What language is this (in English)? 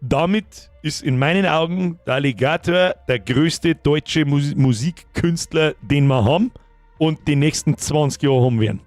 Bavarian